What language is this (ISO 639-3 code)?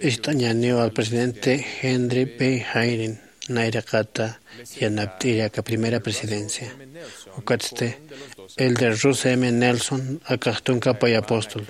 aym